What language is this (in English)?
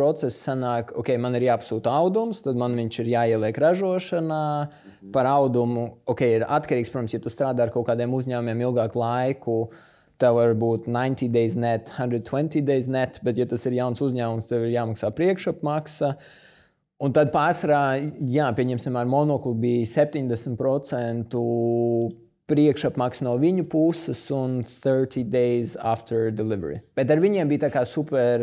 Latvian